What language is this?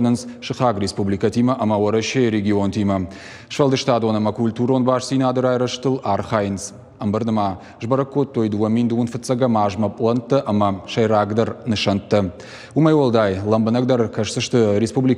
Ossetic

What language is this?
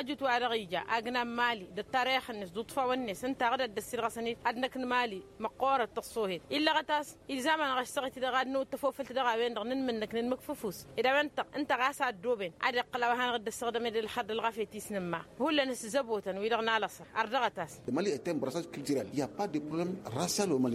Tamasheq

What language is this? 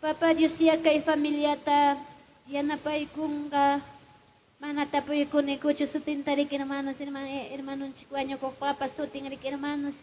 Ayacucho Quechua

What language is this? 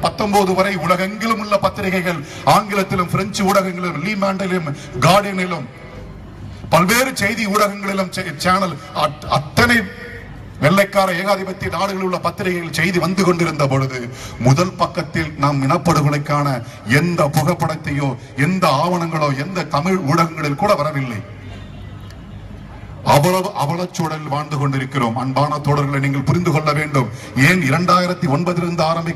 Tamil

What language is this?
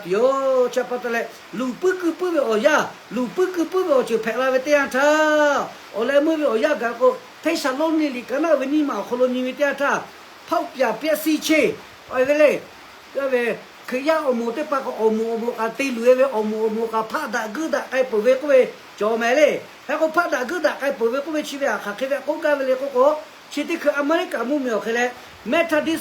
Lahu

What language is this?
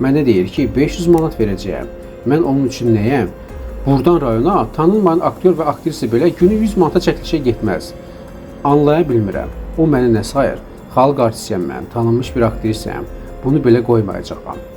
Azerbaijani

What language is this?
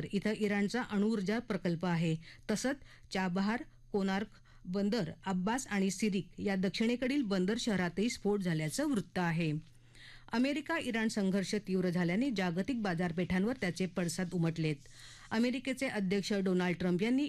Marathi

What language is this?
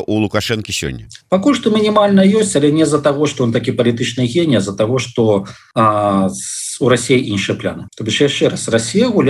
Belarusian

